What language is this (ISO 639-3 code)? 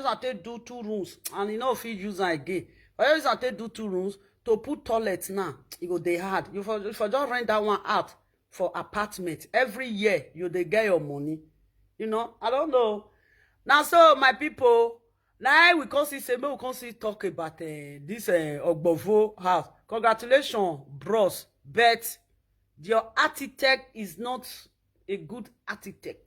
pcm